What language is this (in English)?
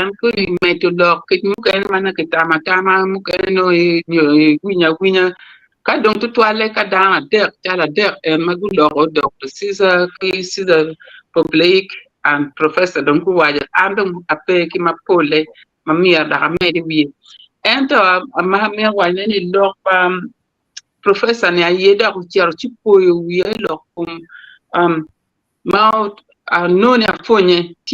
Acoli